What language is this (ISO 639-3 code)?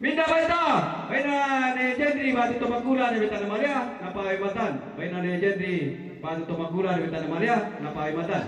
sda